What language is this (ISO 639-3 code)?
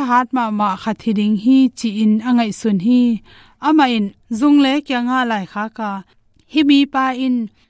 ctd